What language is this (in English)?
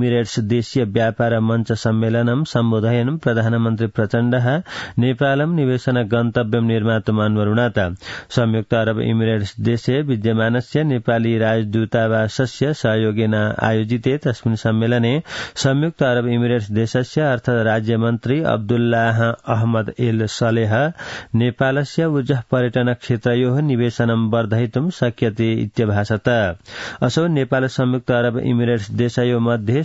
Sanskrit